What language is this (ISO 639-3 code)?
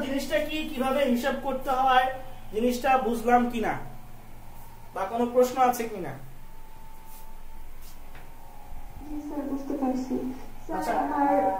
ben